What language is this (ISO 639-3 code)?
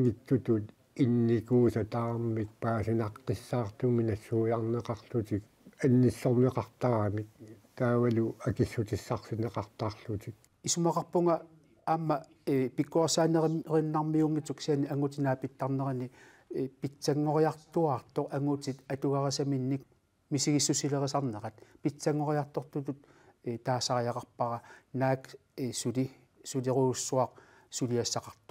kal